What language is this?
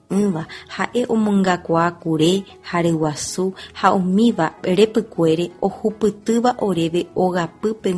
Guarani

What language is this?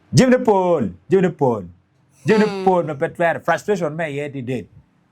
Acoli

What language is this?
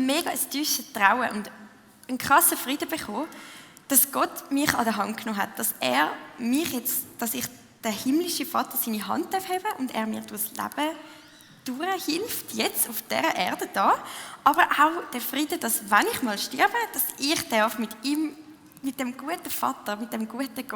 Swiss German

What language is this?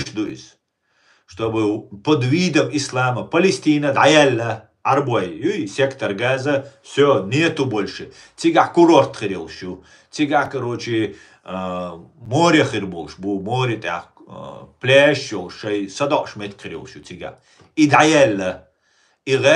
Chechen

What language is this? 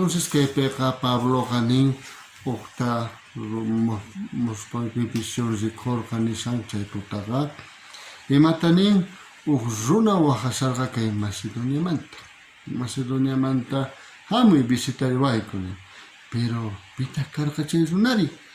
South Bolivian Quechua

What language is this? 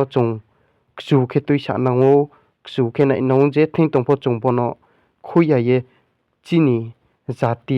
Riang (India)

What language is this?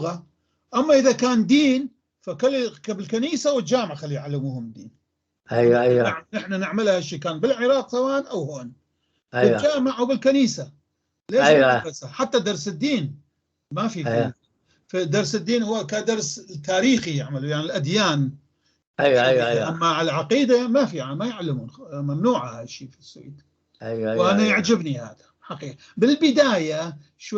North Levantine Arabic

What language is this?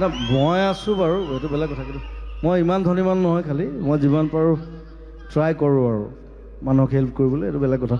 Assamese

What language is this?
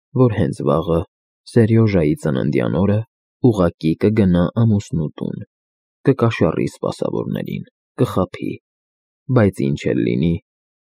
Armenian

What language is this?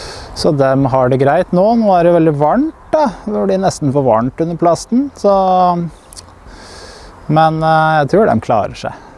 Norwegian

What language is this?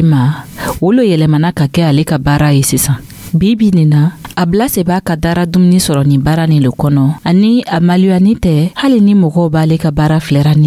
Dyula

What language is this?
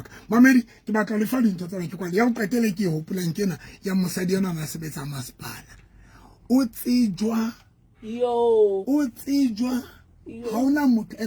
Southern Sotho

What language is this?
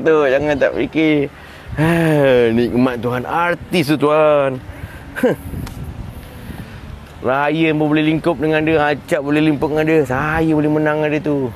Malay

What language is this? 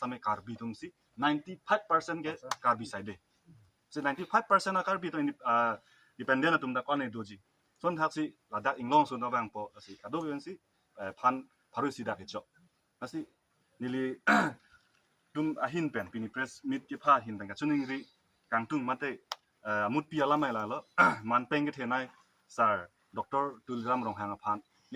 Karbi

